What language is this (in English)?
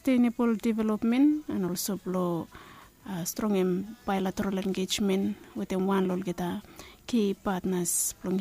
Bislama